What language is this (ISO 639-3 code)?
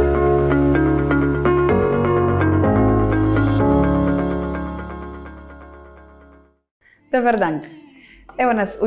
hrv